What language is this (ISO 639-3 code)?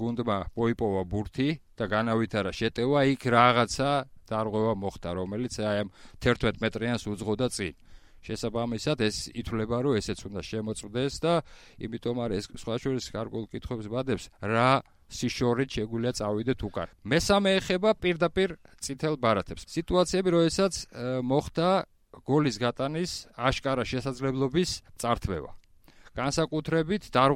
kat